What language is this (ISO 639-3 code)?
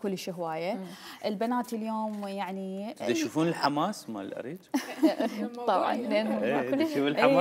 acm